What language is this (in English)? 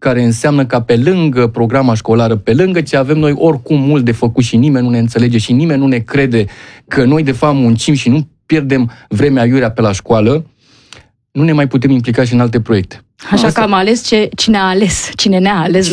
Romanian